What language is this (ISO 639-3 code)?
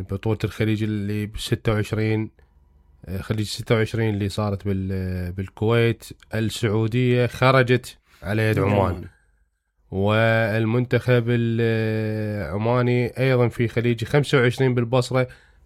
acm